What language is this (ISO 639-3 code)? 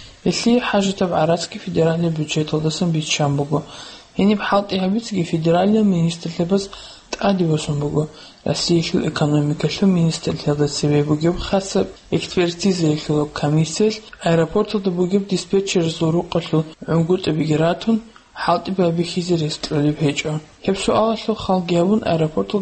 ava